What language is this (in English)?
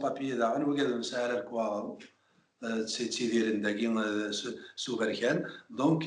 Kabyle